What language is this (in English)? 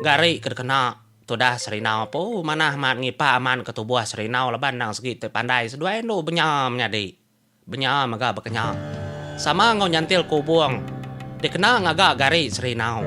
Iban